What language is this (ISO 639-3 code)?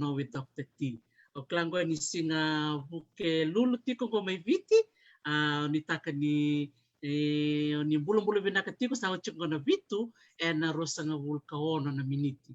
fij